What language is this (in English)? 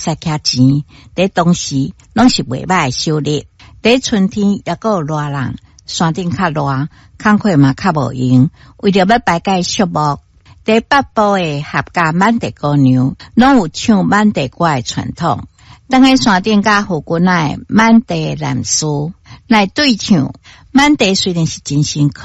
Min Nan Chinese